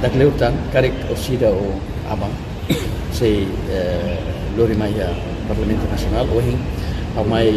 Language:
Tetum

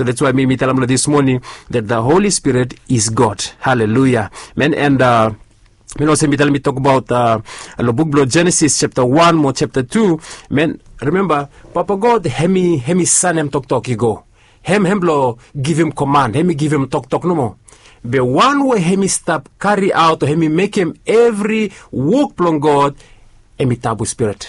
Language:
Bislama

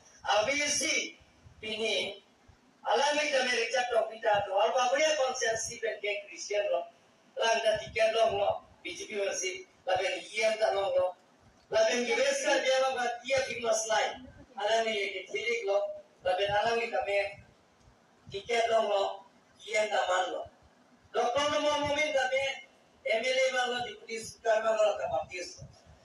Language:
Karbi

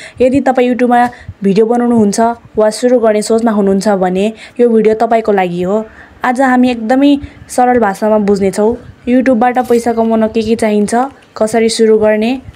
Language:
Nepali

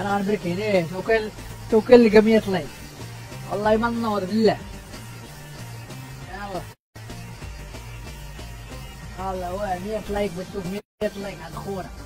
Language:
Moroccan Arabic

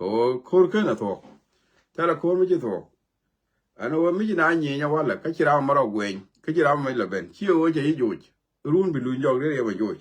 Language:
Nuer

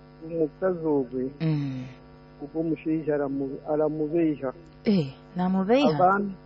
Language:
Nyoro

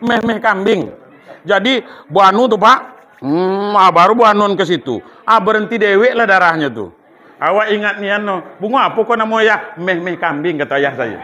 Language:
Minangkabau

